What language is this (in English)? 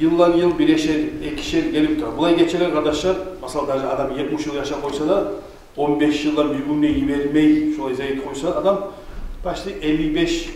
Kumyk